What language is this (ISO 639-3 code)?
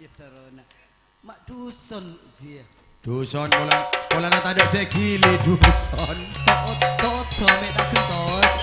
mad